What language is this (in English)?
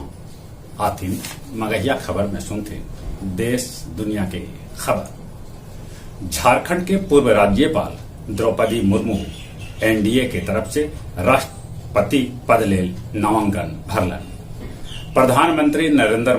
Magahi